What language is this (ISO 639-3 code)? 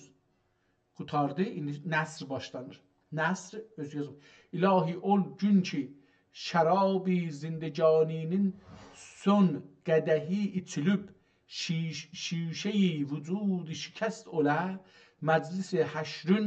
azb